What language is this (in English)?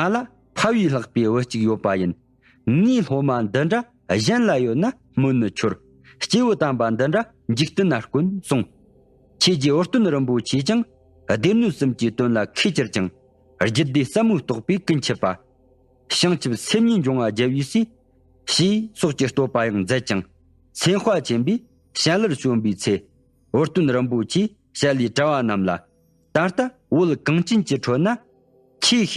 Tibetan